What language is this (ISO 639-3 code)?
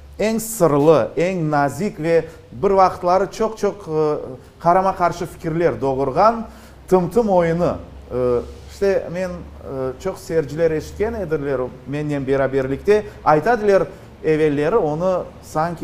crh